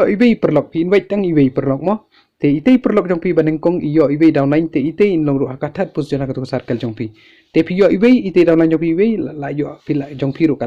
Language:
Khasi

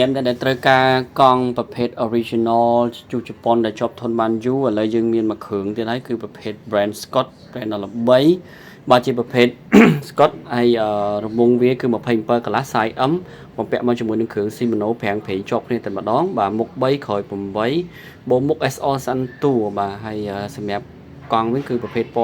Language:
Khmer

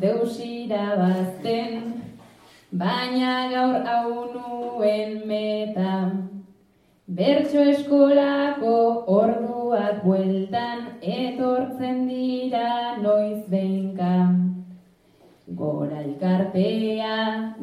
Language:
Basque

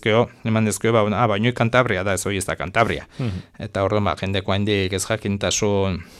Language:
Basque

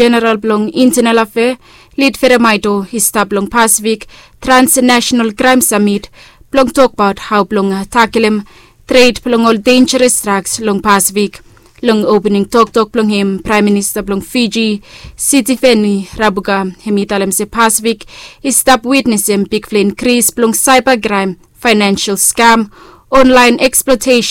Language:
Bislama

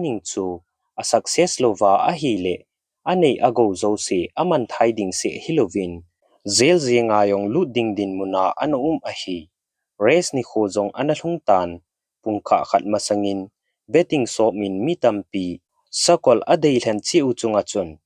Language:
Thado Chin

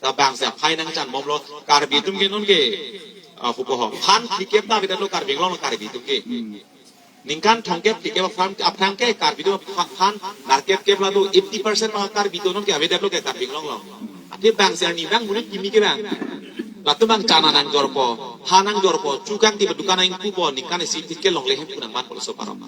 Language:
Karbi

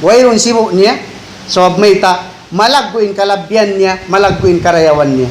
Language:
Tausug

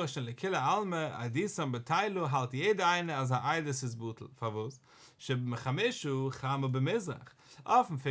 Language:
Yiddish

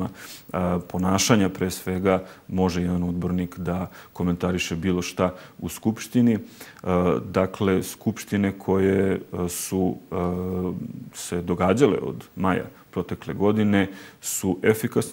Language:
Serbian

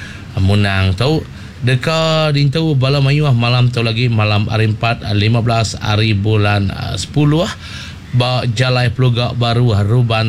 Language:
Iban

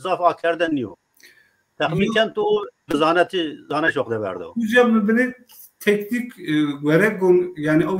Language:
Zaza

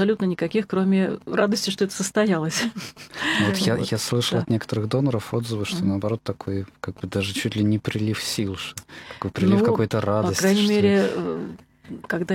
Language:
Russian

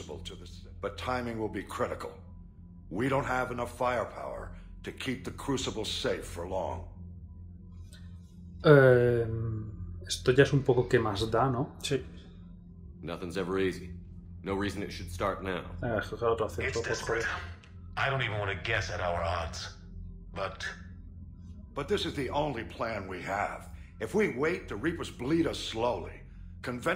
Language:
Spanish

